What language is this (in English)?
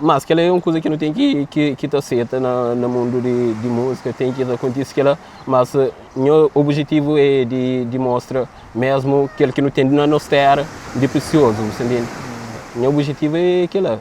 Kabuverdianu